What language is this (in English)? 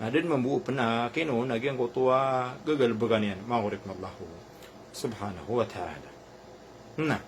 Maranao